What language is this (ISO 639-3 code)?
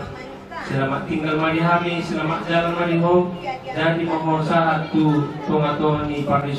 bbc